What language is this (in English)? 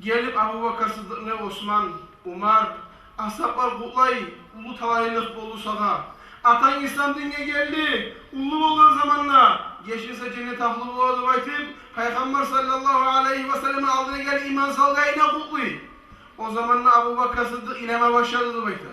Kumyk